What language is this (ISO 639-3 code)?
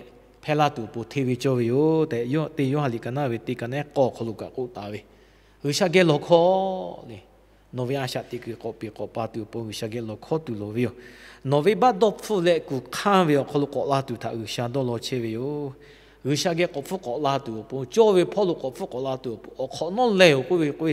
lhu